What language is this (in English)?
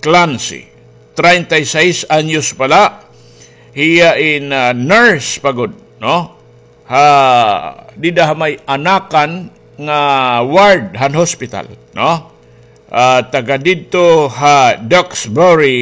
Waray